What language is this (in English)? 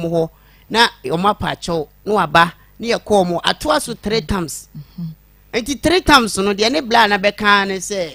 Akan